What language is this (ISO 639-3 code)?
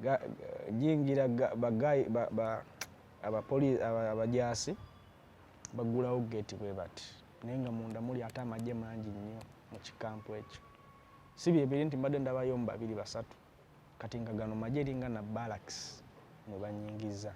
lug